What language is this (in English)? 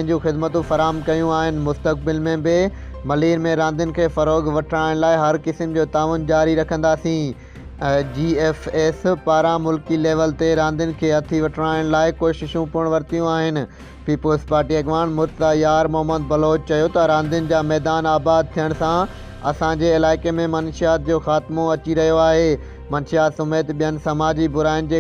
Sindhi